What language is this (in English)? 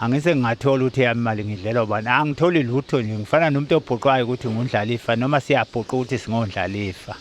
Zulu